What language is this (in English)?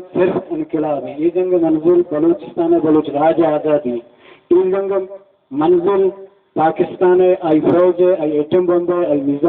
Baluchi